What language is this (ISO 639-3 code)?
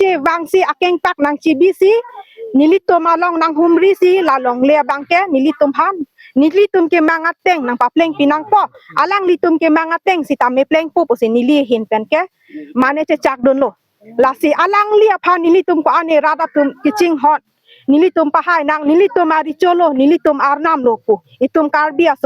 mjw